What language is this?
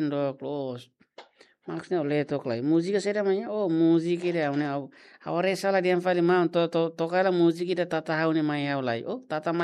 Tetum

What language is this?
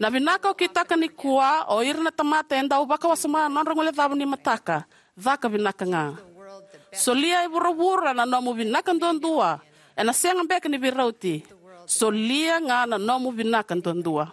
Fijian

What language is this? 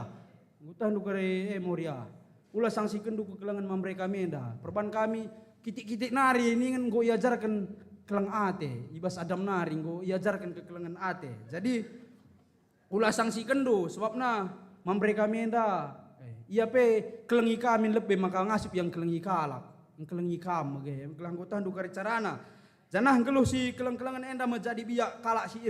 Batak Karo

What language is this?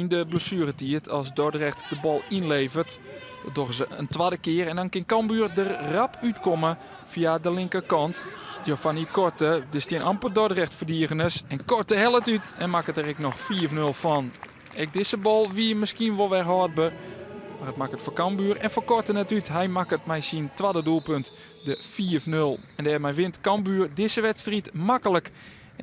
Western Frisian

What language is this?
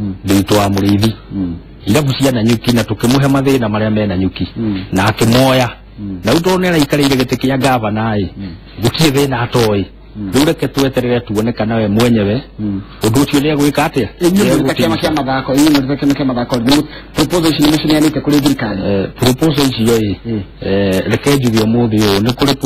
Kikuyu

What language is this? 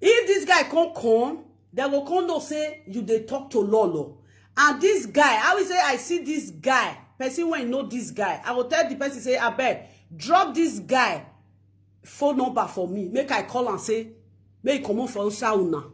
Nigerian Pidgin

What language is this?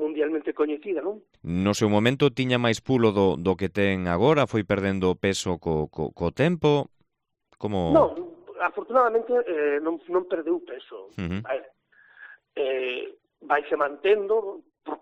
Galician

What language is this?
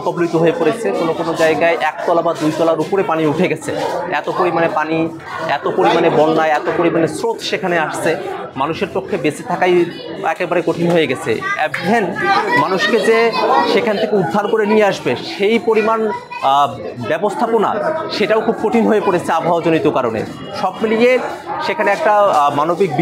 Bangla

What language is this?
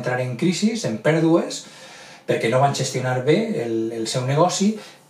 Catalan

